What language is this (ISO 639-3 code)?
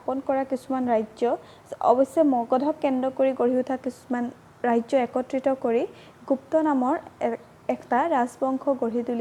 asm